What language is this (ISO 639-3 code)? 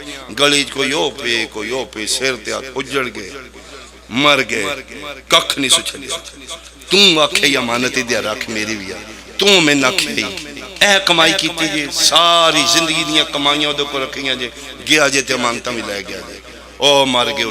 phr